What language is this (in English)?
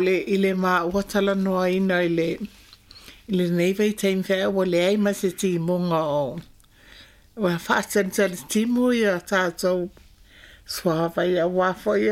Samoan